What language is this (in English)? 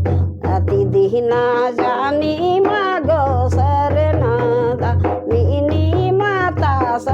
Sadri